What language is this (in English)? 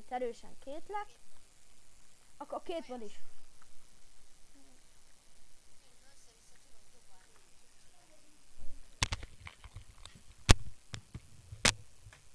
Hungarian